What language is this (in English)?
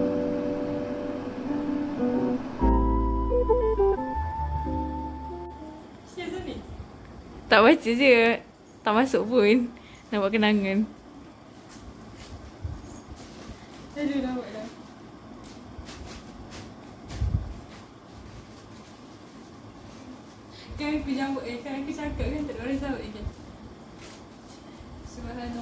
Malay